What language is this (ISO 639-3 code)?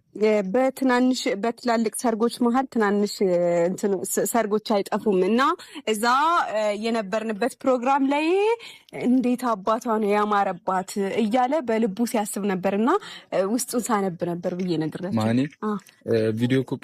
amh